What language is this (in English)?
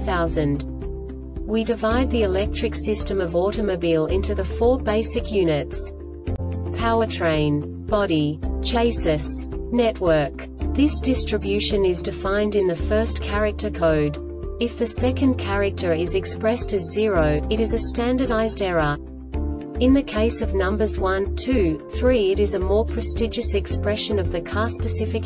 English